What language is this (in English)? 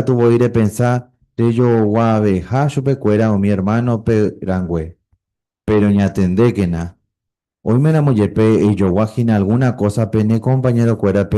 Guarani